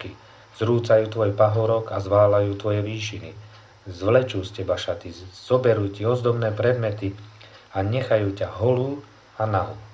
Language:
Slovak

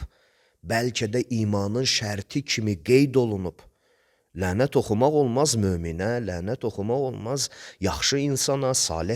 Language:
Azerbaijani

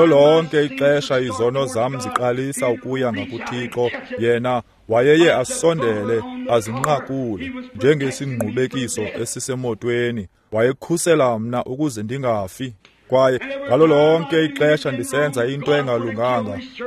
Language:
Xhosa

